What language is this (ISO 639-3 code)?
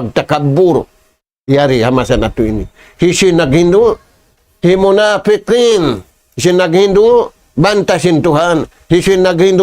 tsg